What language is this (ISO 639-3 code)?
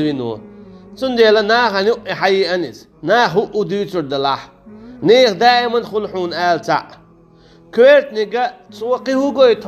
che